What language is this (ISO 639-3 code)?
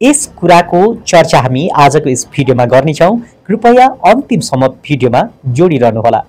nep